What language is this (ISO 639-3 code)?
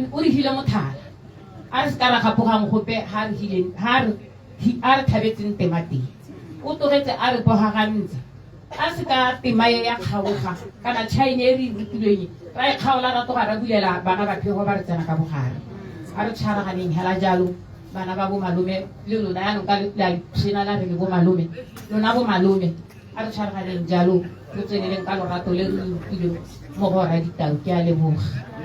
tsn